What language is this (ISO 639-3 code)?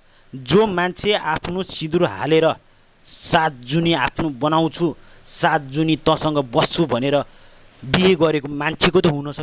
nep